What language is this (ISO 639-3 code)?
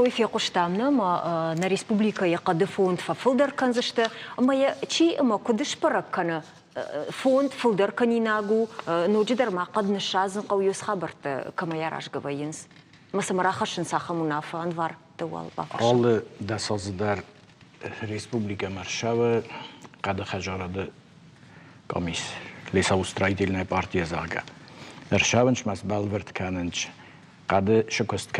oss